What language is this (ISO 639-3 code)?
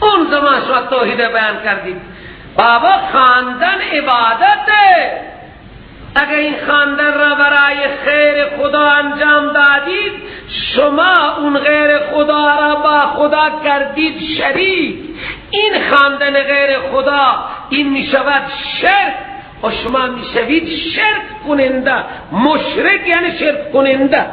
fas